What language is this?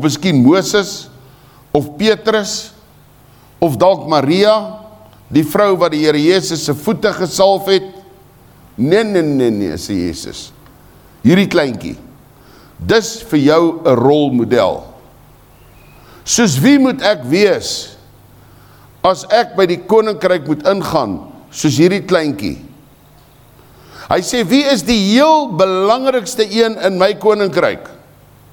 Afrikaans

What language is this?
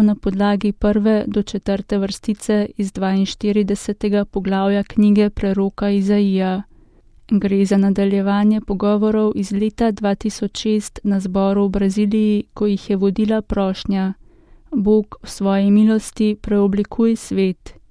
Slovenian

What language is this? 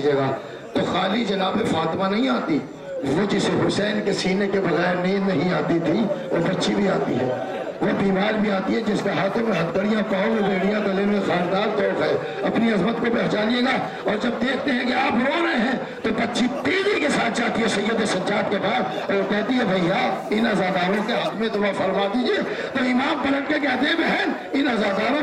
Urdu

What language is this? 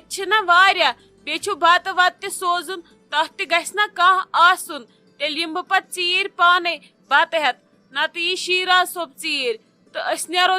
Kashmiri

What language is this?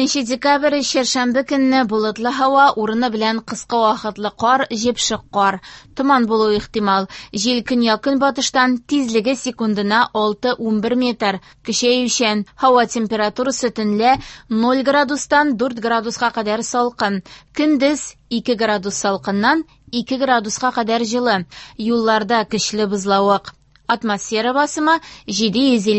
Tatar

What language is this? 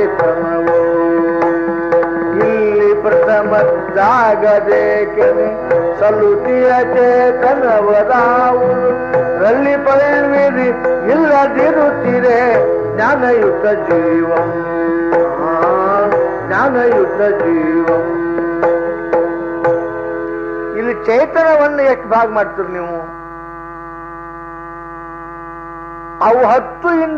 Kannada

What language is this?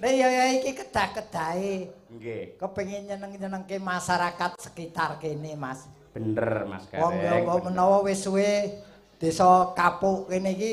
Javanese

